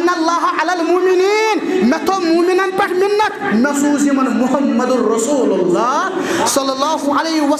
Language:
Kashmiri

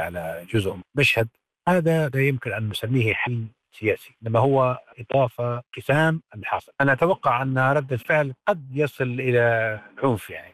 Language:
Arabic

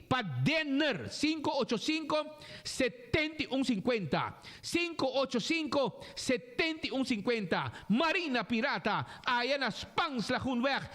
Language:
Papiamento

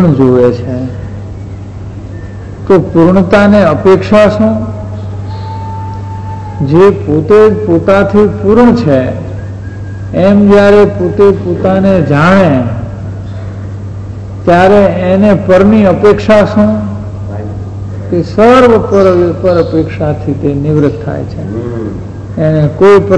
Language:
Gujarati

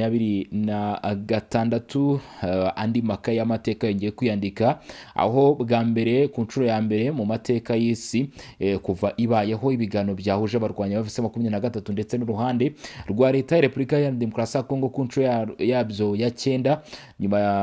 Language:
Kinyarwanda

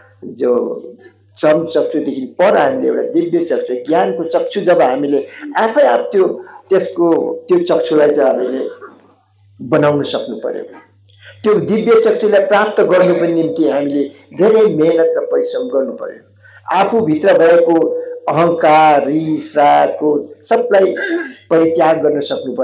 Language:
Nepali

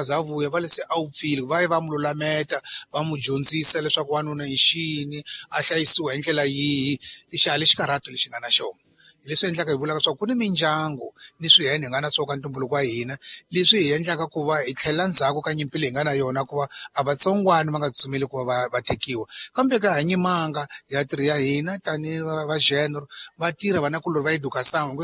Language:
Tsonga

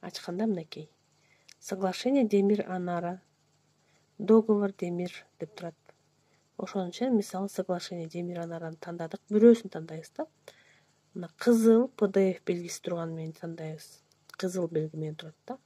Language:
Kyrgyz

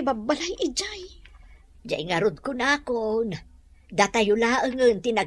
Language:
Iloko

